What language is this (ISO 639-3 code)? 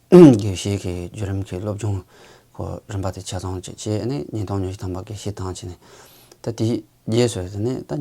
bod